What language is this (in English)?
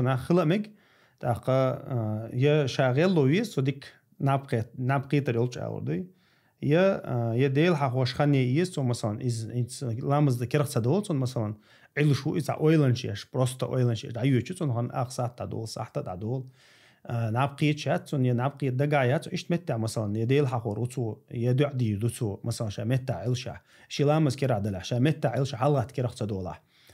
Chechen